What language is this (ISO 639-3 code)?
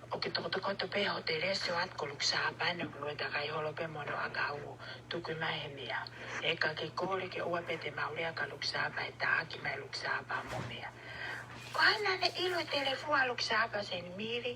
ton